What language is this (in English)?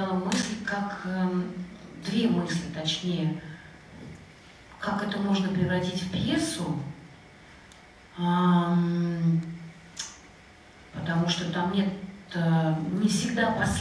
Russian